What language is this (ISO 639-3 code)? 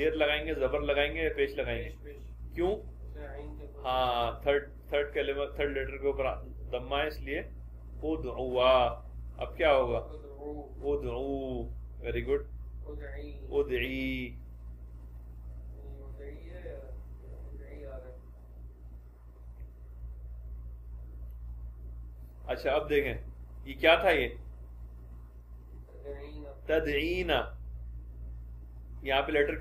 urd